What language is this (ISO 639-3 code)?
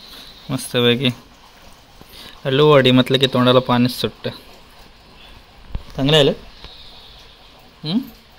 mar